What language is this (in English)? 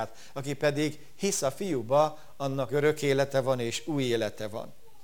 Hungarian